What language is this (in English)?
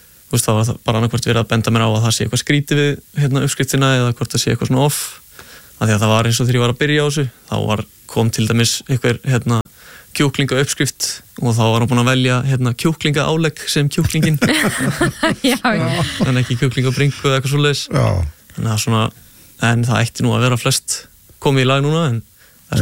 Icelandic